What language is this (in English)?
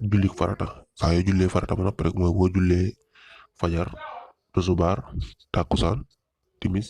Wolof